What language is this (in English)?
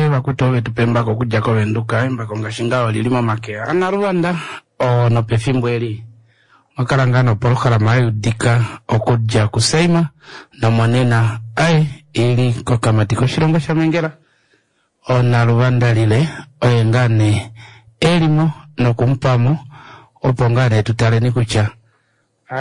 Kuanyama